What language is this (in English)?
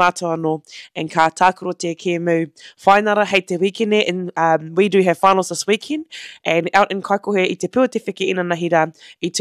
Māori